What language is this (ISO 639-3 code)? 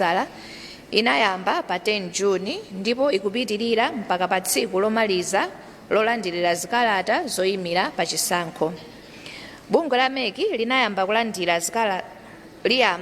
nya